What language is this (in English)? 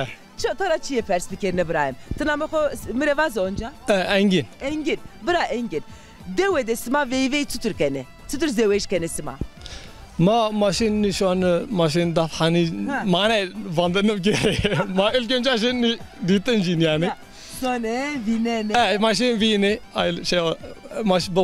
Zaza